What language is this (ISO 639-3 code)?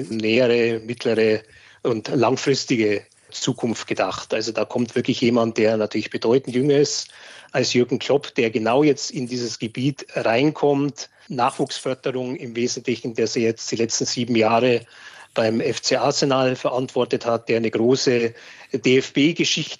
deu